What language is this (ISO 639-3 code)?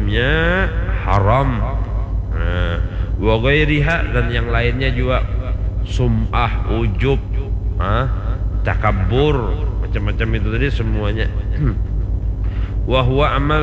bjn